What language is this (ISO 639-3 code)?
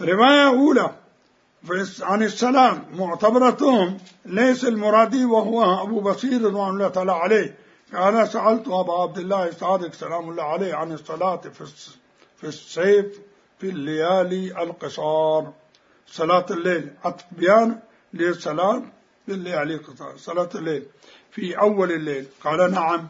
acm